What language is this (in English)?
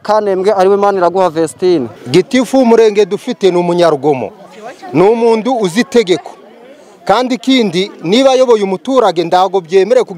Kinyarwanda